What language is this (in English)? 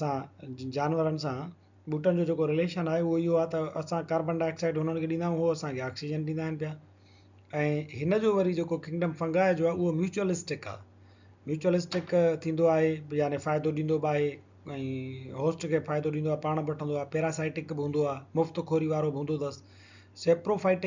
Sindhi